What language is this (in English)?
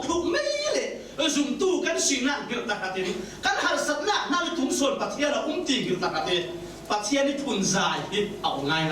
Falam Chin